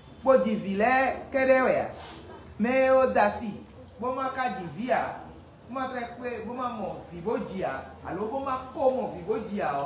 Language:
Fon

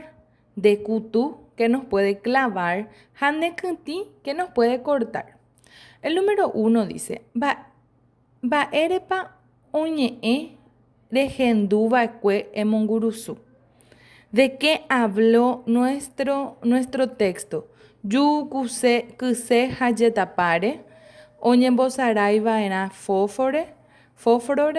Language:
Guarani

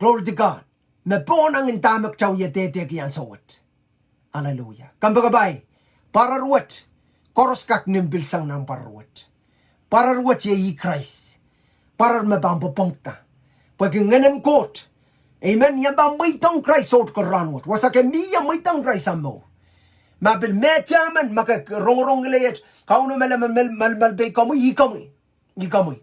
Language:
Pohnpeian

